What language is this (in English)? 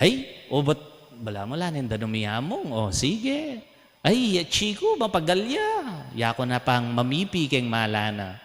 Pampanga